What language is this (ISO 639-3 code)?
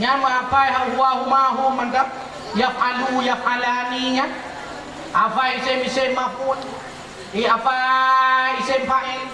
ace